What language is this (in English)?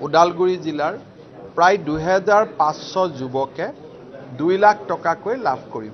Assamese